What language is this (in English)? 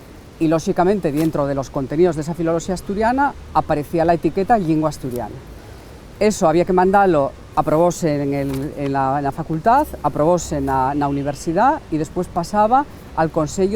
Asturian